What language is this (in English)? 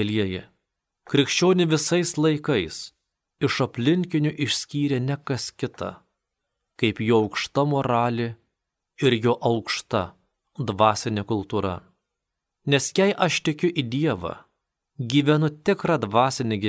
Lithuanian